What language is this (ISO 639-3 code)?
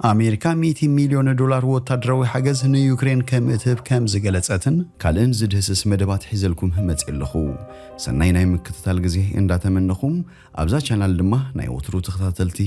tir